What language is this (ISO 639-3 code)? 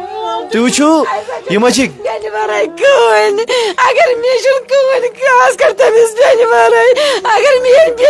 kas